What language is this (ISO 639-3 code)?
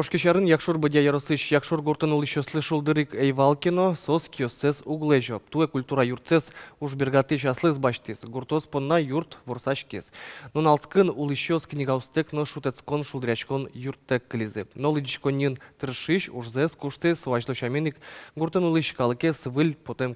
udm